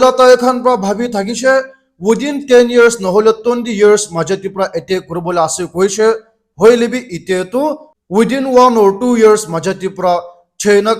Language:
Naga Pidgin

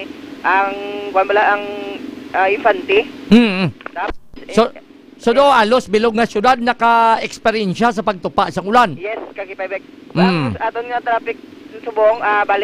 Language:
Hiligaynon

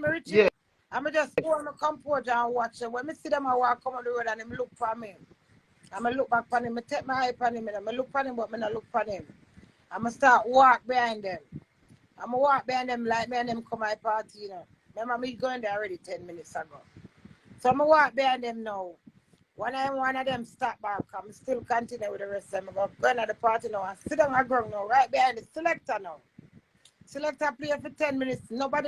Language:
Jamaican Creole English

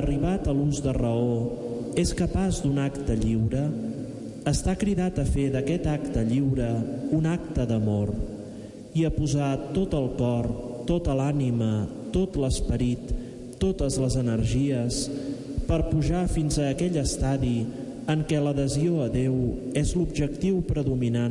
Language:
Catalan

